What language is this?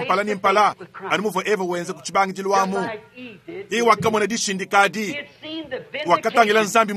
Luba-Lulua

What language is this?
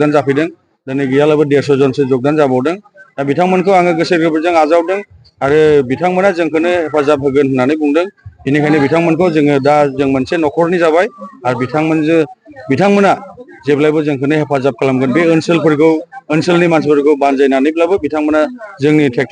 Bodo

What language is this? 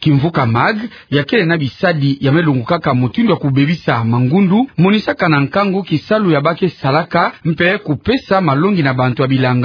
Kituba (Democratic Republic of Congo)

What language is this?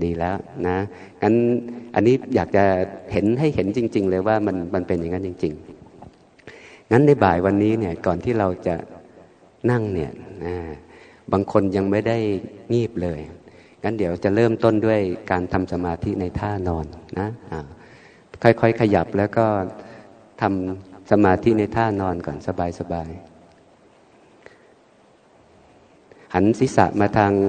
Thai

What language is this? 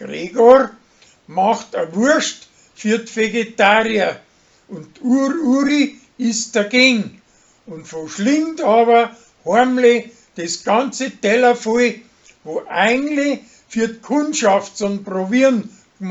Bavarian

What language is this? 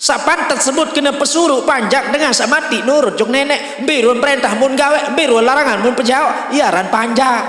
Sasak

